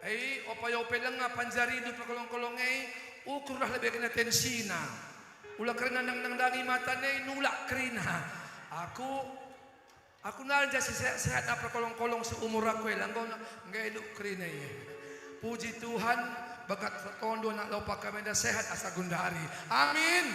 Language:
Batak Karo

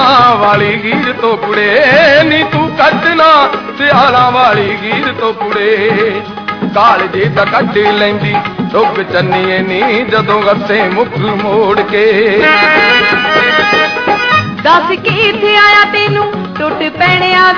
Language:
Punjabi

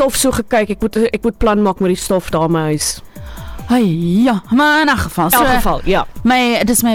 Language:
Afrikaans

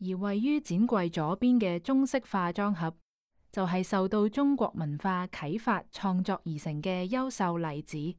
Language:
Cantonese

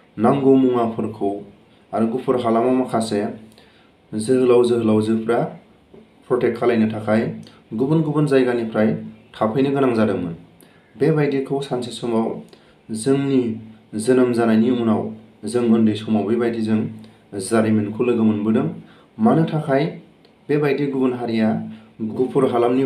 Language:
Bodo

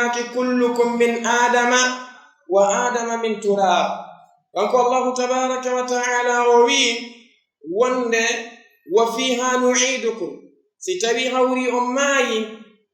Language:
Fula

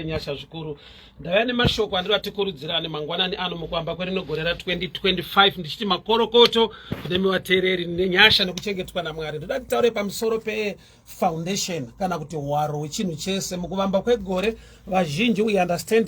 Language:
Shona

